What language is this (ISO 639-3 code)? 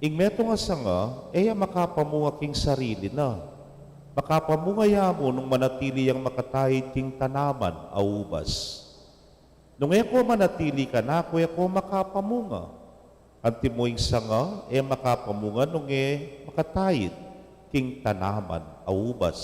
pam